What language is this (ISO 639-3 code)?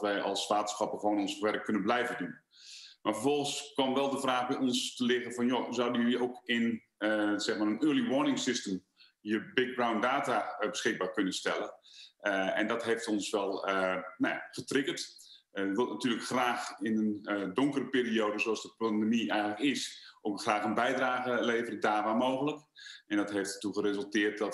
nld